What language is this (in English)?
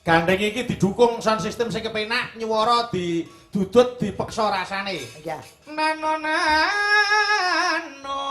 Javanese